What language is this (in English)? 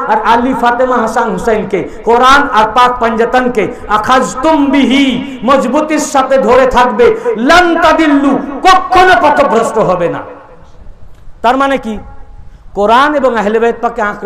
Bangla